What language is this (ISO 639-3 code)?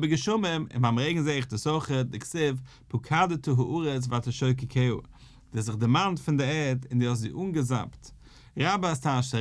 yid